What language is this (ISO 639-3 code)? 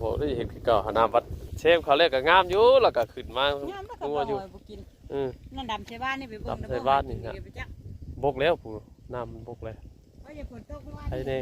tts